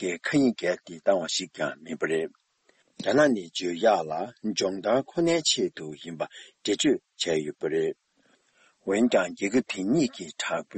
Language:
Tibetan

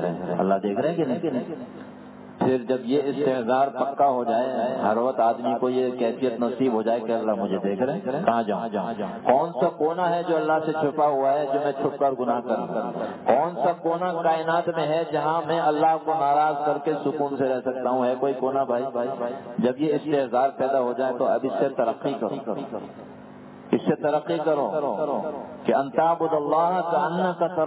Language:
Urdu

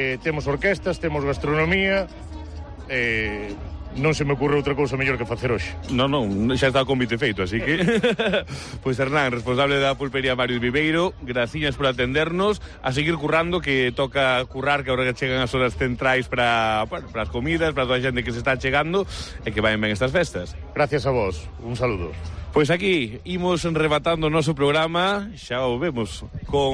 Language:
Galician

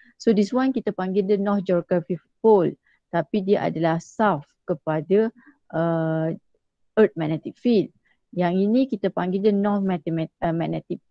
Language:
Malay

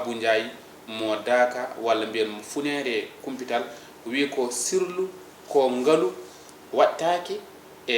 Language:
Fula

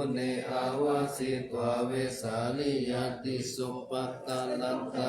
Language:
Pali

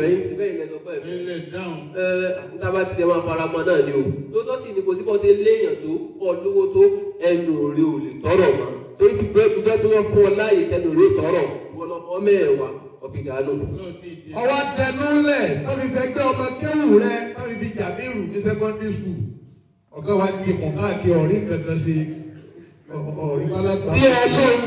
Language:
Yoruba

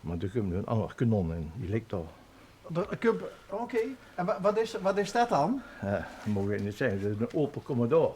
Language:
Limburgish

